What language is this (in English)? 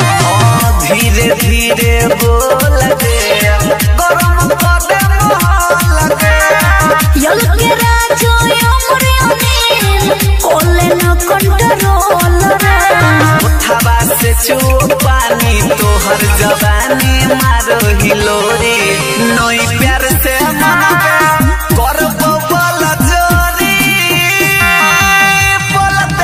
Bhojpuri